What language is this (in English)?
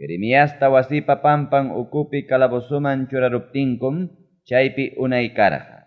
Ayacucho Quechua